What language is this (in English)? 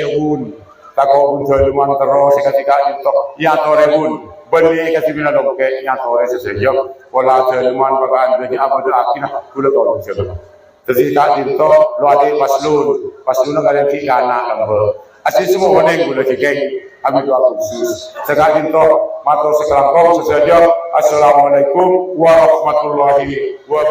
Madurese